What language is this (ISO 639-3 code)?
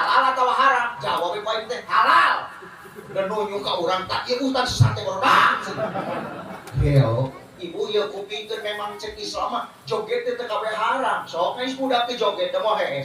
sun